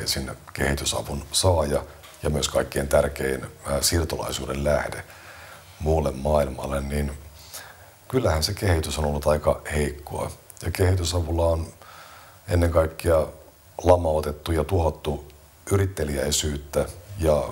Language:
Finnish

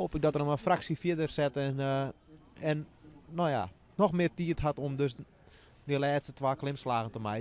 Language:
Western Frisian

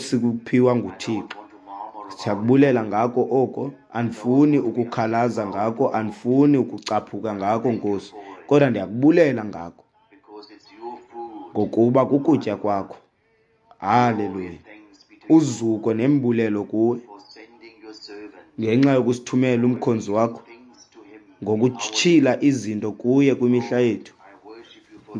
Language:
Xhosa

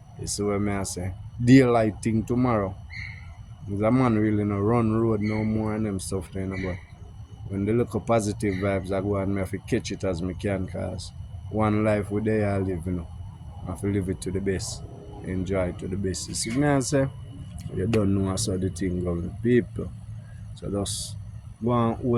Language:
Jamaican Creole English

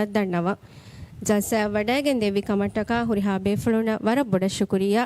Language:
Divehi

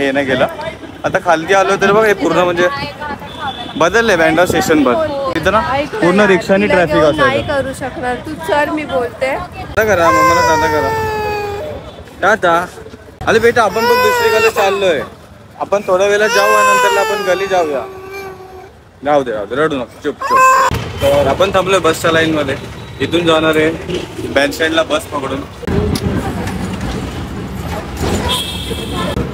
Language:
Marathi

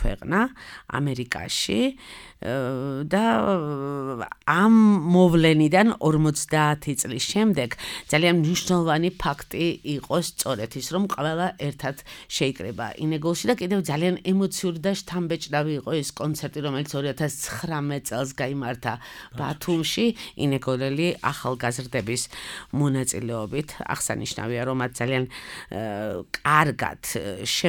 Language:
Georgian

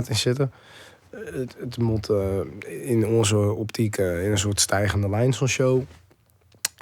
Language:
Western Frisian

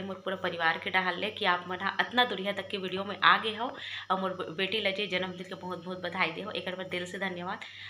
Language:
Chhattisgarhi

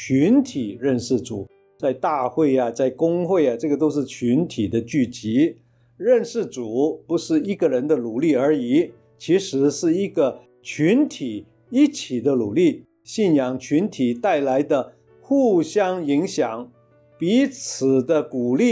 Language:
Chinese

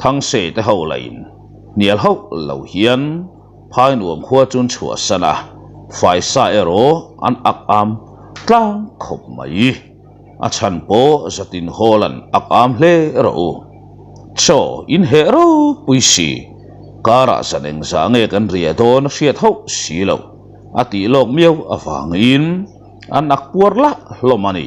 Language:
Mizo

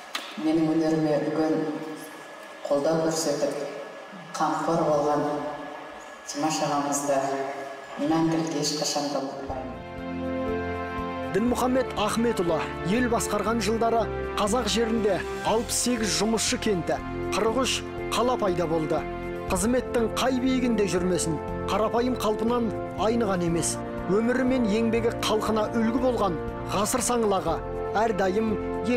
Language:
Kazakh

